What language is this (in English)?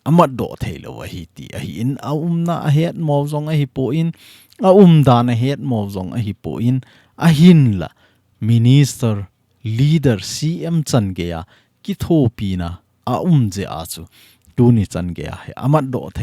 Thado Chin